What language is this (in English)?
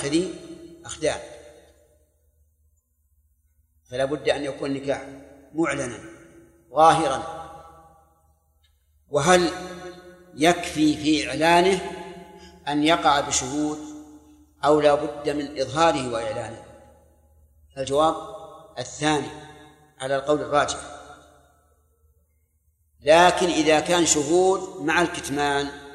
Arabic